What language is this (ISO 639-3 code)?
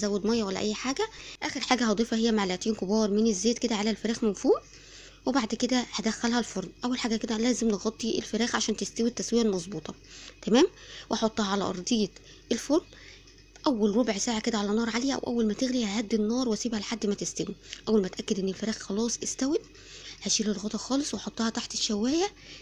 arz